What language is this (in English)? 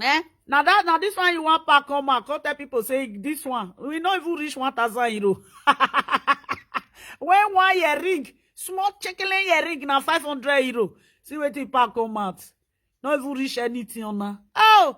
Nigerian Pidgin